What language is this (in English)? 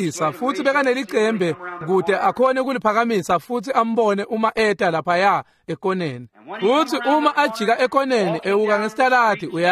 Swati